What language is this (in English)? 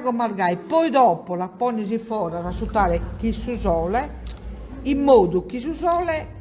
Sardinian